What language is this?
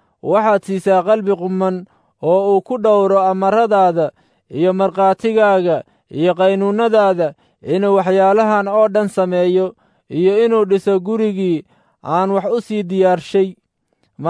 Somali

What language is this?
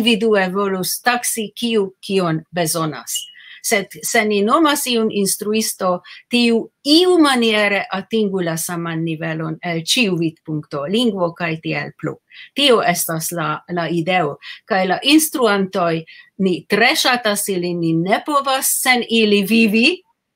Esperanto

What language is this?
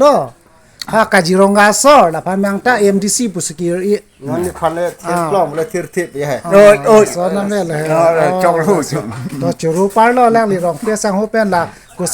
Karbi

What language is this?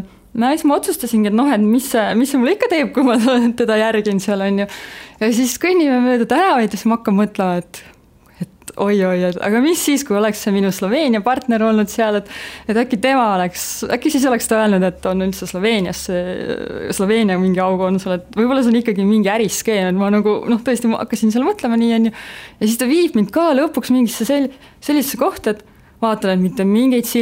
Estonian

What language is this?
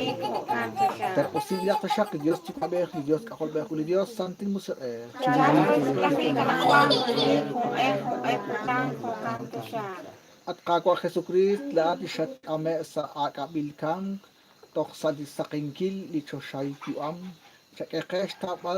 Kekchí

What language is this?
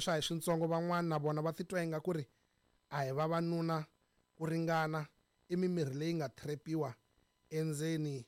Tsonga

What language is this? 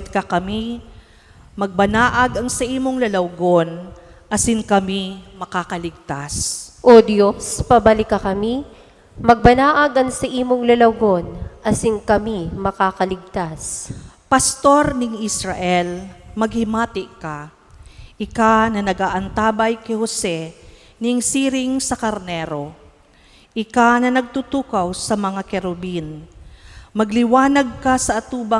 Bikol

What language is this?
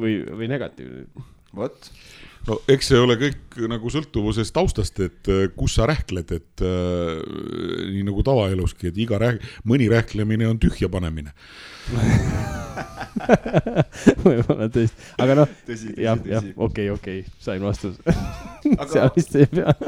Estonian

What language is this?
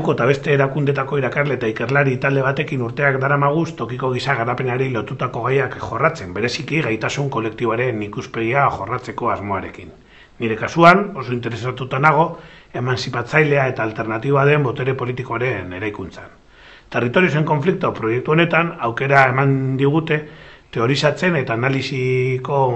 Basque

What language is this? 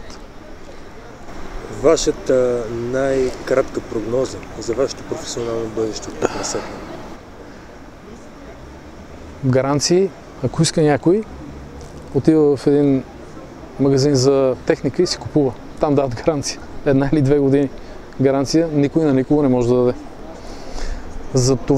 Bulgarian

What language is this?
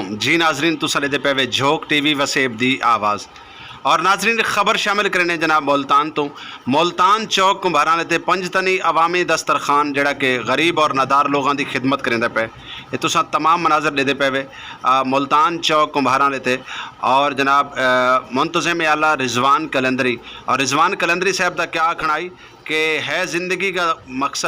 Saraiki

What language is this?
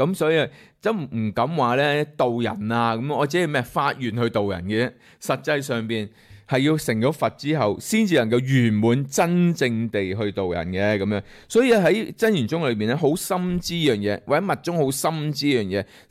Cantonese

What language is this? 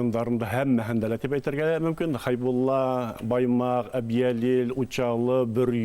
Bashkir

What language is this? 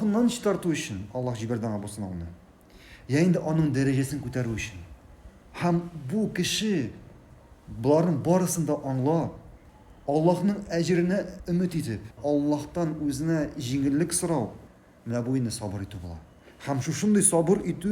Tatar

